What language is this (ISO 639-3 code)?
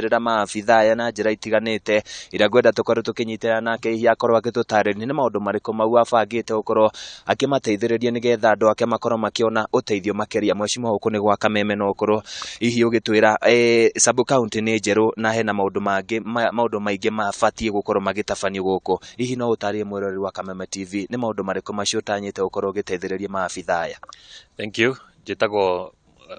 kik